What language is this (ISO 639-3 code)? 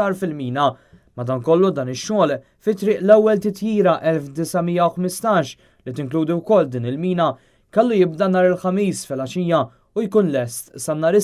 mlt